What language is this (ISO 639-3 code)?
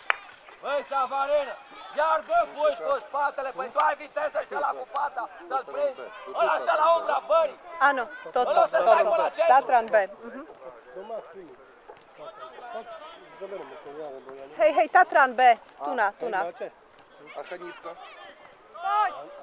slk